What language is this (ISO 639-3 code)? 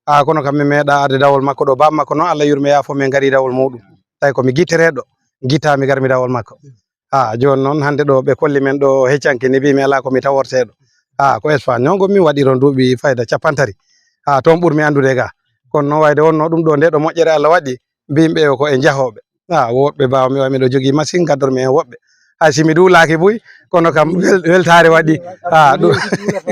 ful